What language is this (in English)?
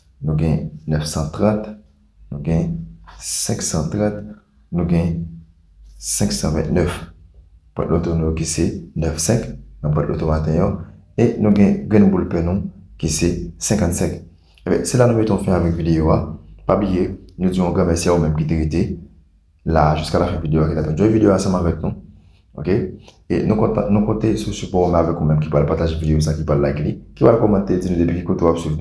Haitian Creole